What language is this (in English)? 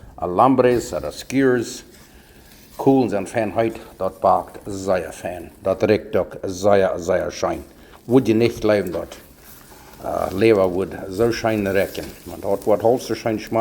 Plautdietsch